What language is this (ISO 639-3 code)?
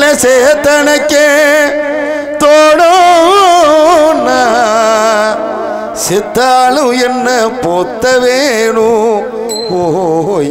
tam